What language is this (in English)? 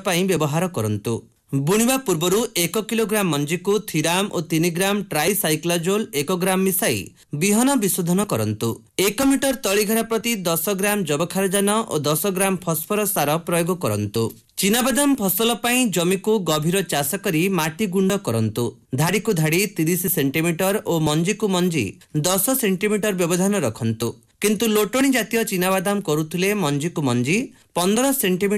Odia